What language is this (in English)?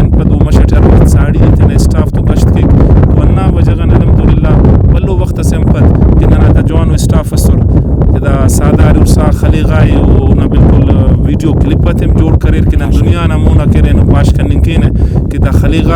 Brahui